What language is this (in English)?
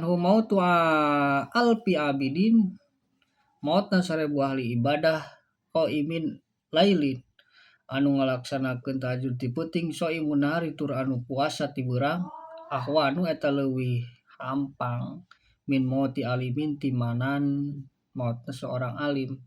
Sundanese